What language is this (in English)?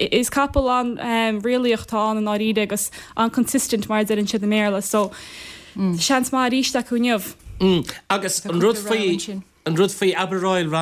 Irish